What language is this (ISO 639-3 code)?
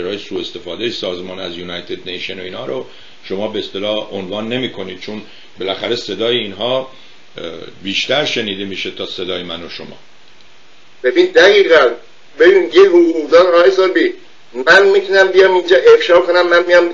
fas